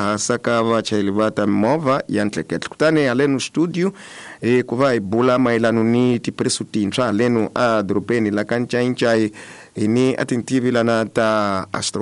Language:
Tsonga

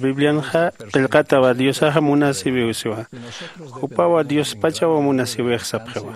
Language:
Aymara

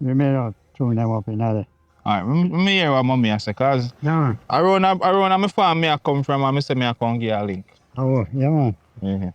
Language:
Jamaican Creole English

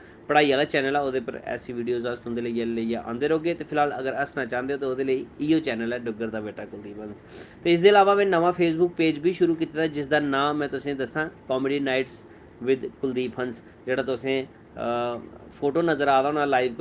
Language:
Dogri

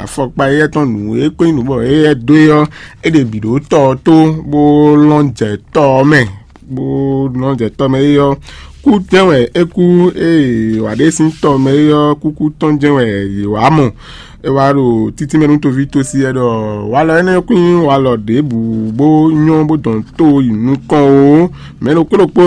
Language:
Fon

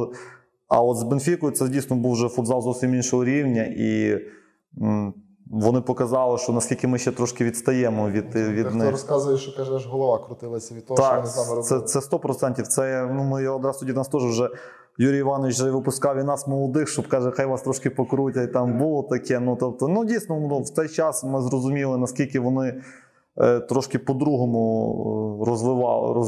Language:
Ukrainian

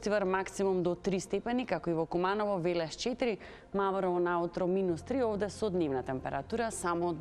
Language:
Macedonian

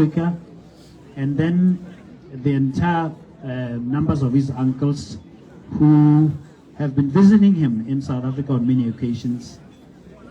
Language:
Tswana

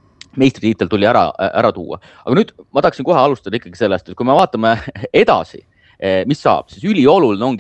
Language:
Estonian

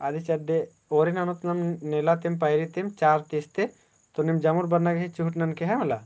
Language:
Kurukh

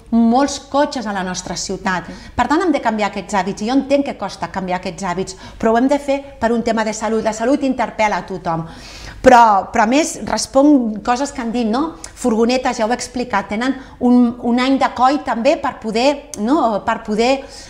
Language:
Catalan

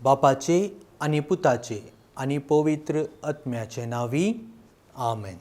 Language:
Konkani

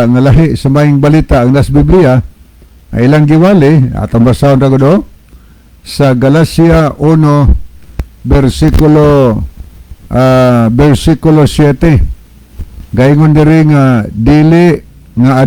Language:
Cebuano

